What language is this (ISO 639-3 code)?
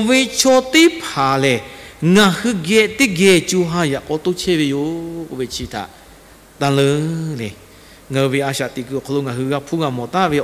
lhu